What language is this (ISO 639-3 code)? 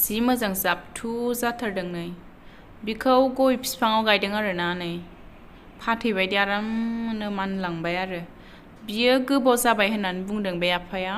brx